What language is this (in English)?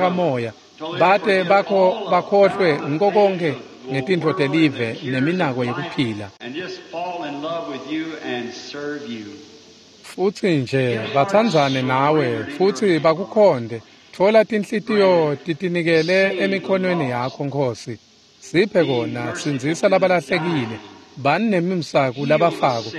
Swati